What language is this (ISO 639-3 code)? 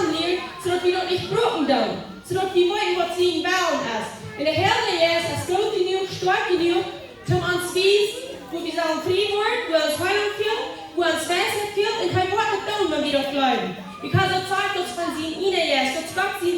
pdt